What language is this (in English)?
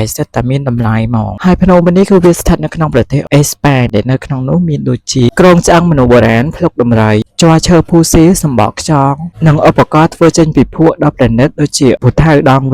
Khmer